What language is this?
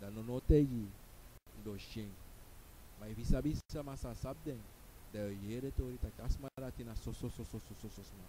Sranan Tongo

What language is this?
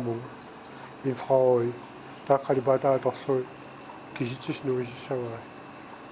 Kalaallisut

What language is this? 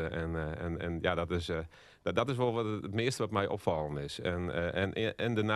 Western Frisian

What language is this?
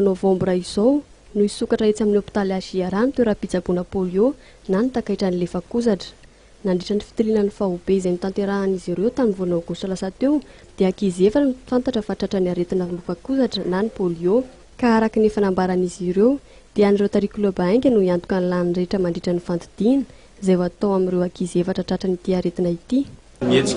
Malagasy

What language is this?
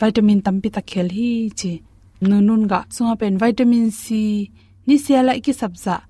Tedim Chin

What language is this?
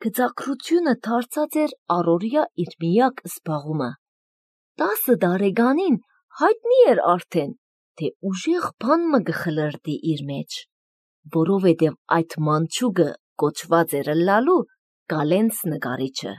Armenian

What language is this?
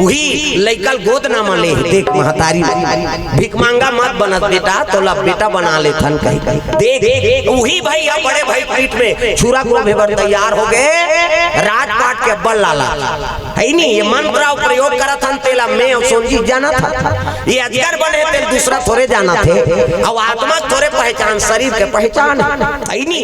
Chhattisgarhi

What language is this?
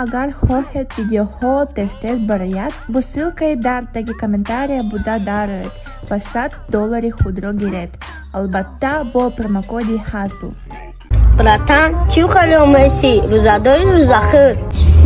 Tajik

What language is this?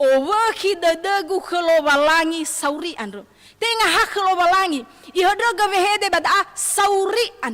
Nias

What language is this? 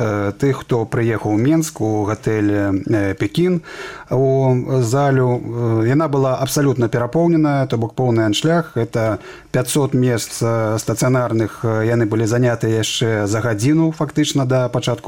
Belarusian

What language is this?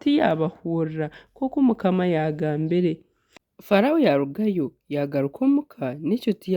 Nyankole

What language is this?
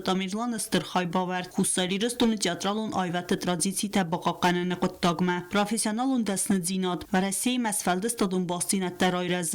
Ossetic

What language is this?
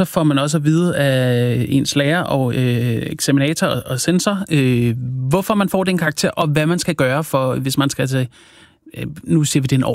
Danish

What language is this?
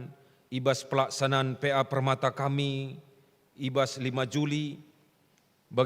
Batak Karo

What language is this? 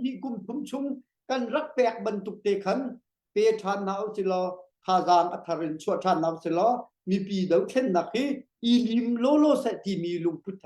Hakha Chin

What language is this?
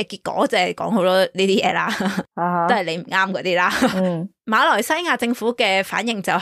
Cantonese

